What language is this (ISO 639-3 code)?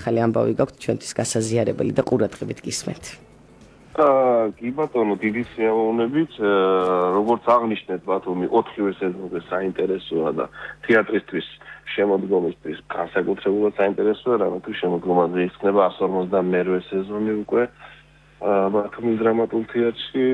kat